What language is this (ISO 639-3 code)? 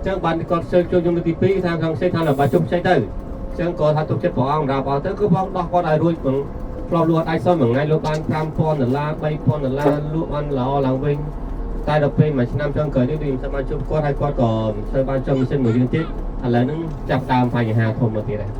khm